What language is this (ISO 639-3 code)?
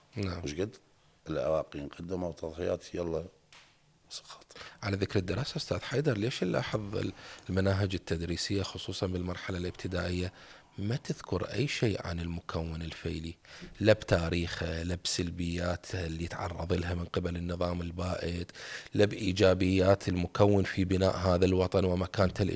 acm